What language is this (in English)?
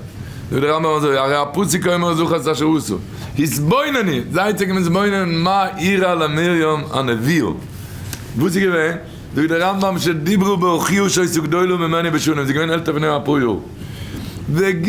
Yiddish